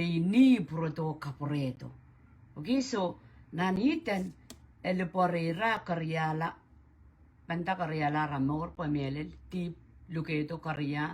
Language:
Pohnpeian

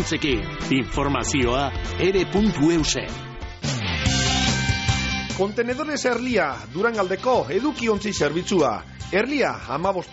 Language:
Basque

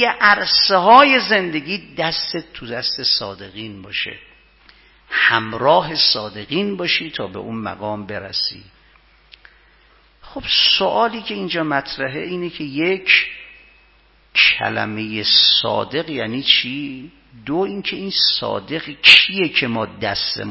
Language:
Persian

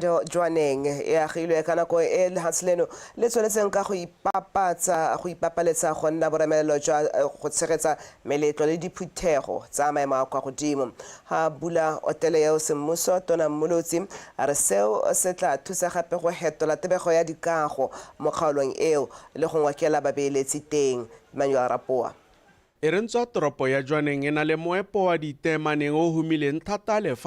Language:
Tswana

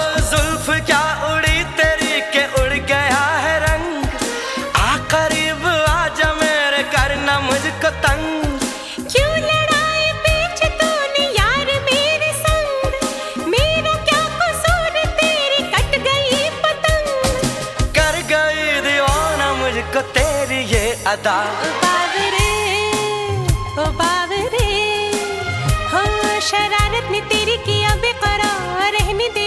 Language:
Hindi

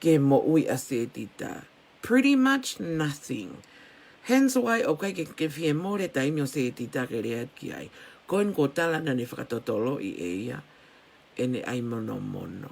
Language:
Tongan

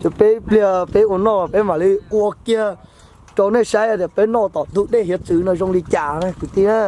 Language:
Hmong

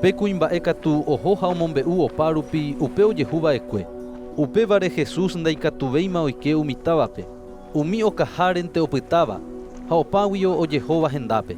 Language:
Guarani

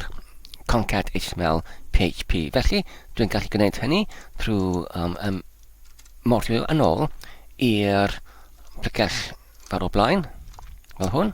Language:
Welsh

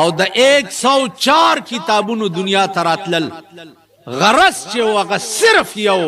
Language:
Pashto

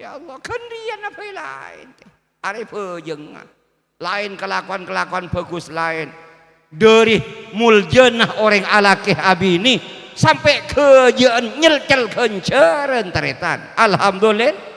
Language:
Madurese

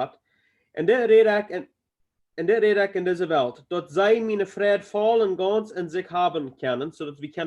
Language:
Plautdietsch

